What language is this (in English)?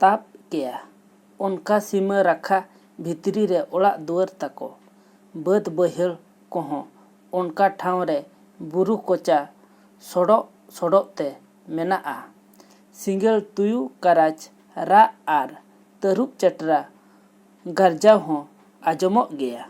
Santali